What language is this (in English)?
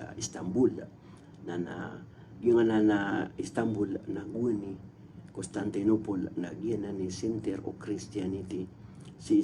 Maranao